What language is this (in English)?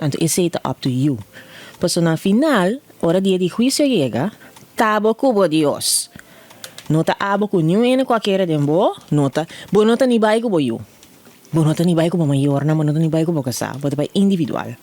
Papiamento